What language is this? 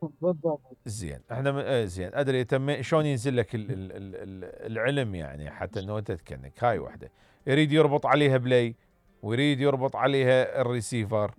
Mesopotamian Arabic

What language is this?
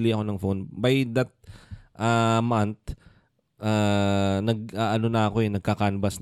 Filipino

